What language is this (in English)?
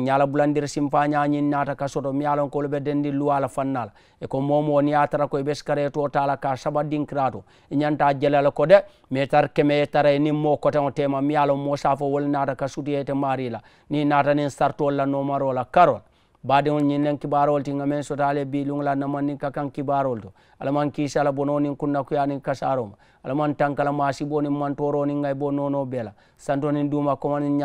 Mandingo